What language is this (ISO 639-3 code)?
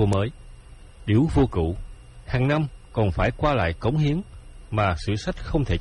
vie